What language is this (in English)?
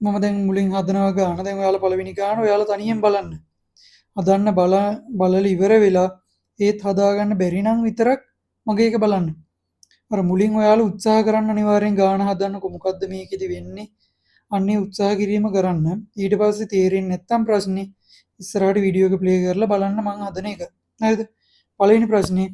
Sinhala